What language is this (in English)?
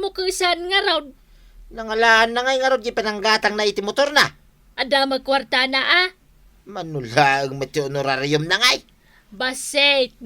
Iloko